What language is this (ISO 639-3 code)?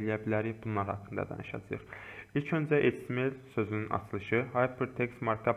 aze